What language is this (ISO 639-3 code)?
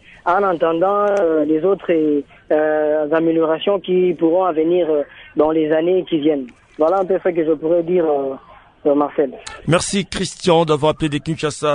fra